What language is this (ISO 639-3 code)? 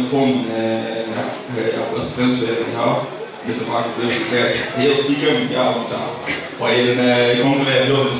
lim